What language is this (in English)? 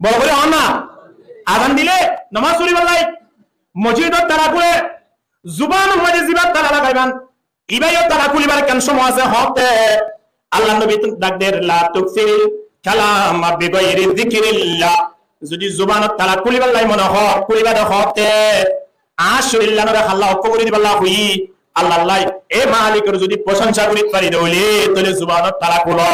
Rohingya